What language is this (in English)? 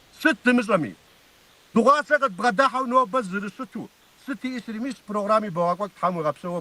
Kabardian